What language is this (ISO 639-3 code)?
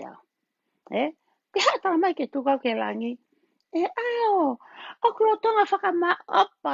ton